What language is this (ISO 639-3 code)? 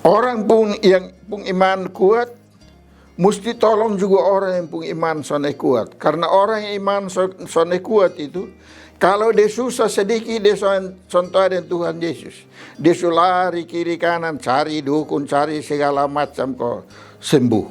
mkn